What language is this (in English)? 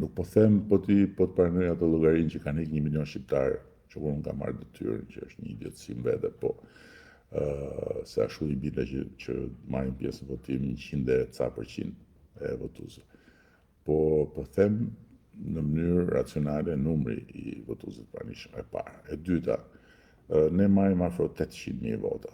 Albanian